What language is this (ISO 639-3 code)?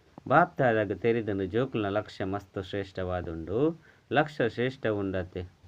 tcy